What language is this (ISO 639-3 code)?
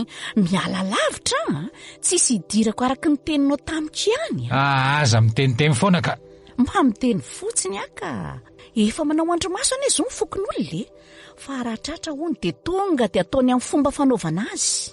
mlg